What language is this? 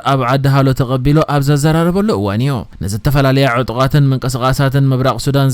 Tigrinya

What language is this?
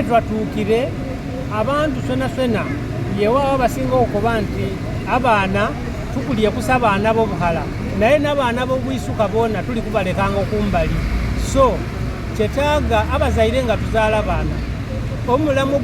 Soga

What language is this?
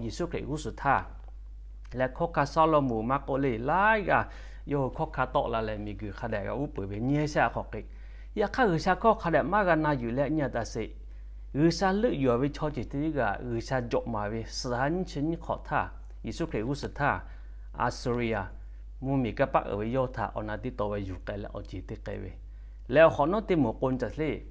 Lahu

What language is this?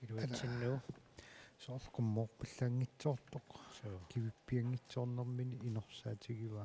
Kalaallisut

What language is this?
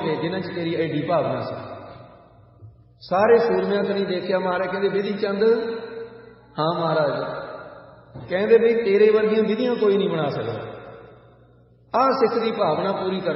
Punjabi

